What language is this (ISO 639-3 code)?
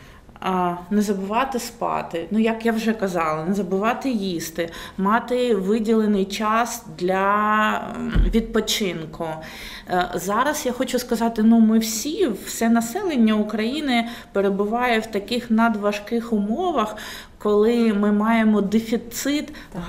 ukr